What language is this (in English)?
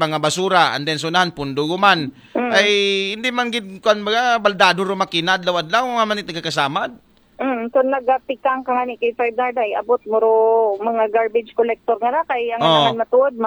Aklanon